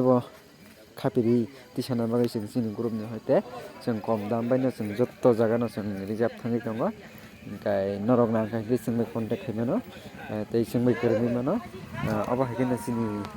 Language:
Kok Borok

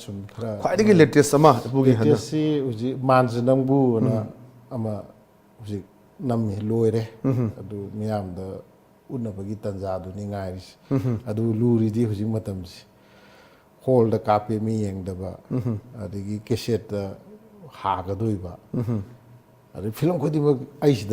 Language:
Manipuri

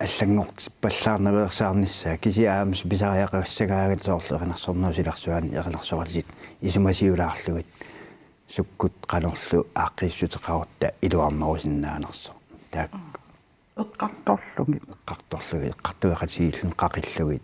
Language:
Kalaallisut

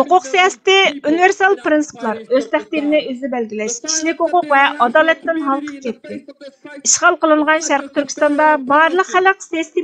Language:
Uyghur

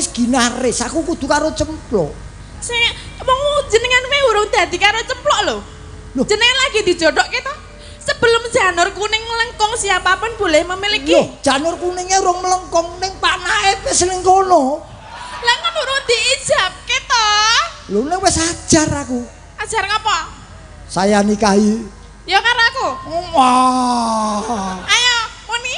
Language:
Javanese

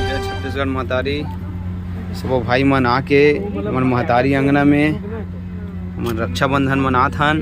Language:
Chhattisgarhi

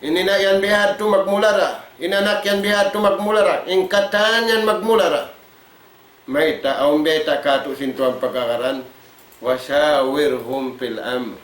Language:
Tausug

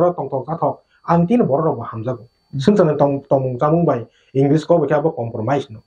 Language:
Kok Borok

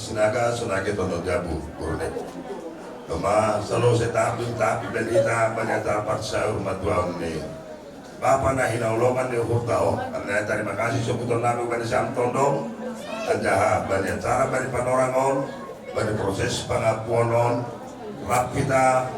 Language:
Batak Simalungun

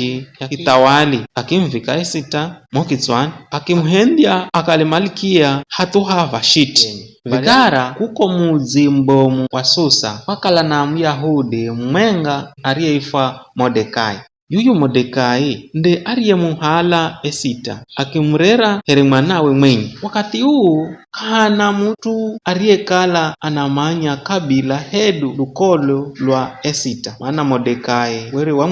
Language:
Giryama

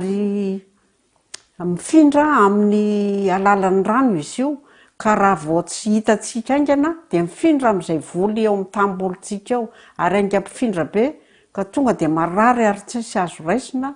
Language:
Malagasy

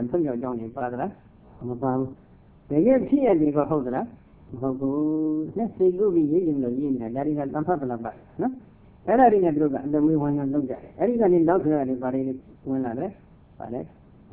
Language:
Burmese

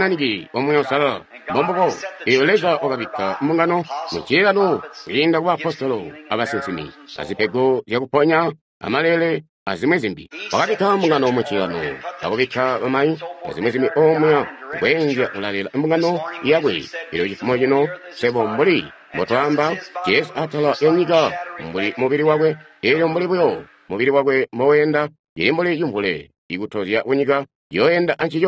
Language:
Tonga (Zambia)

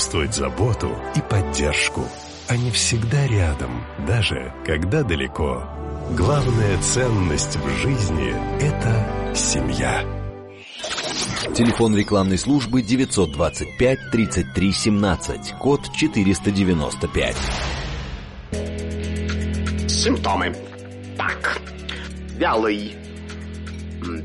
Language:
Russian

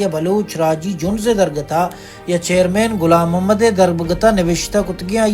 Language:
Baluchi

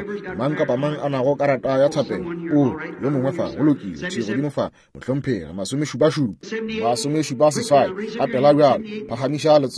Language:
Northern Sotho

